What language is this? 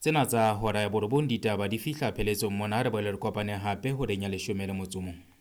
Southern Sotho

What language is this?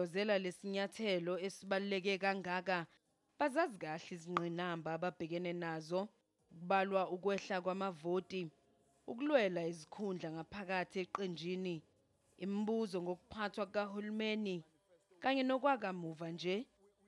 Zulu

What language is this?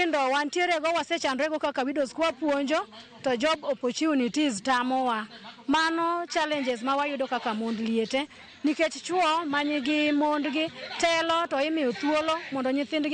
Luo (Kenya and Tanzania)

